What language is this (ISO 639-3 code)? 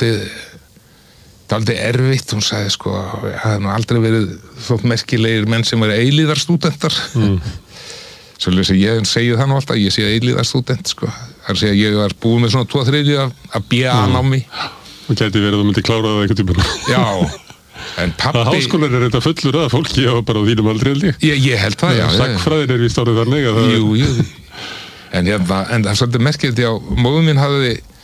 isl